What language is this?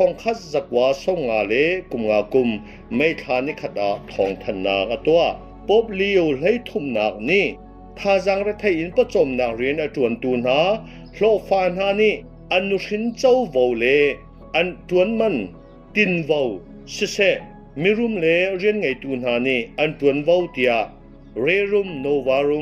Hakha Chin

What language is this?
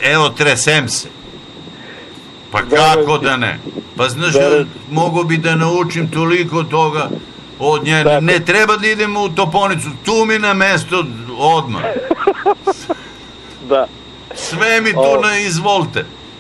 Serbian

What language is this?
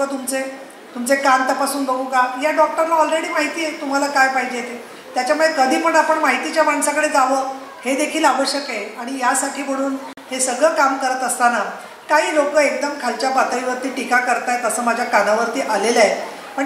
Marathi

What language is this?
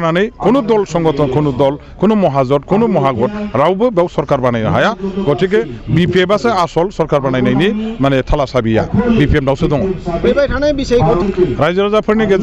Bodo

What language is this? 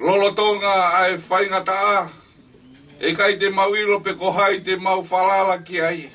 Tongan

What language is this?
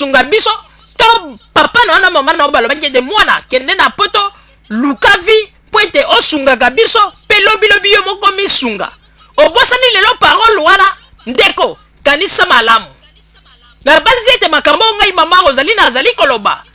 Lingala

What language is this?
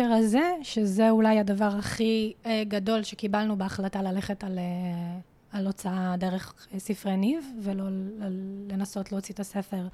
Hebrew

